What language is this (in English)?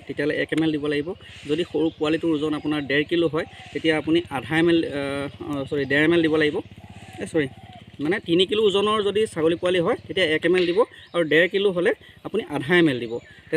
Assamese